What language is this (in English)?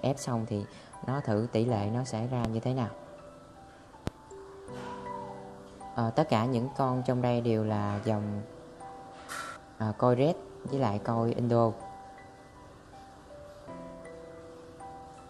Vietnamese